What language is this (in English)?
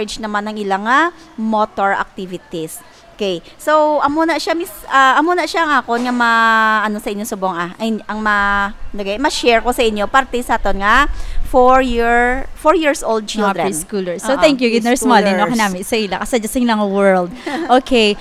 Hiligaynon